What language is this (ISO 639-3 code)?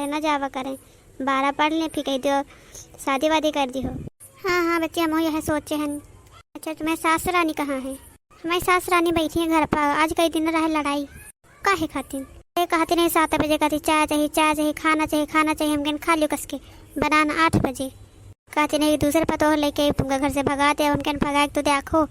awa